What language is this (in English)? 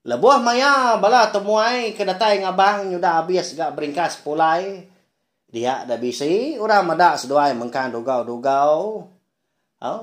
Iban